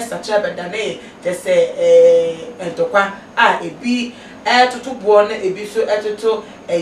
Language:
Akan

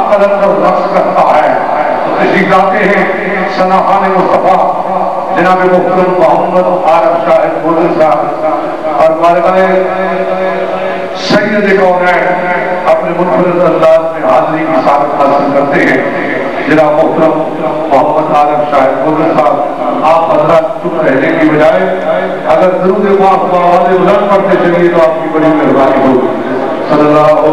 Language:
Urdu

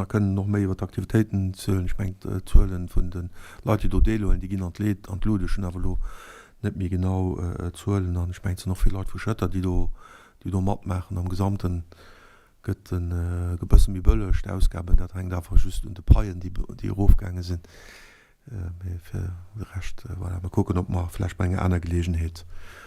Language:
Luxembourgish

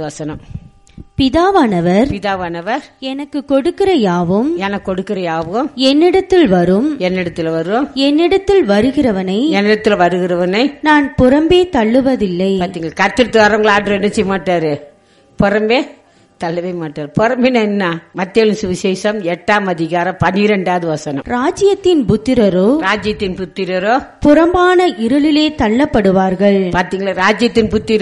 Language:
Tamil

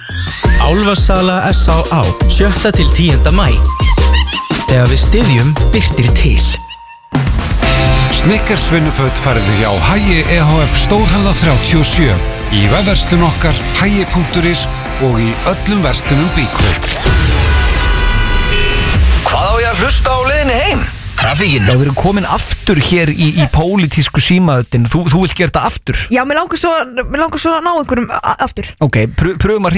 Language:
Icelandic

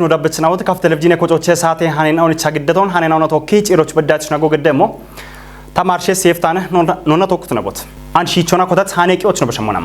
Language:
Kafa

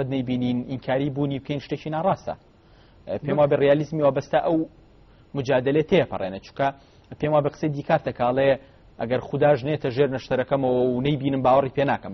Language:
Central Kurdish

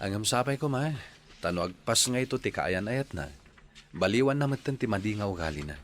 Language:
Iloko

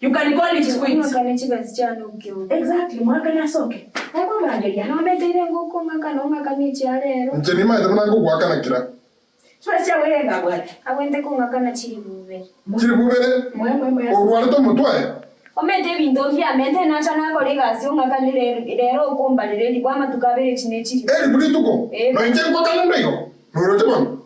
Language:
Gusii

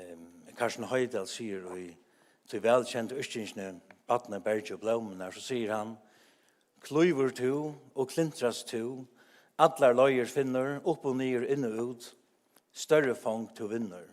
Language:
Faroese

